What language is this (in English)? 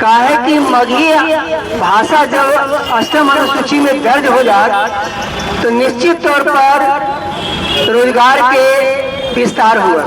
Magahi